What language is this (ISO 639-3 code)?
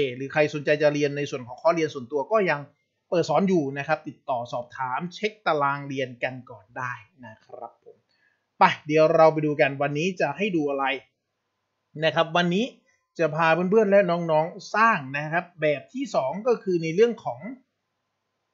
tha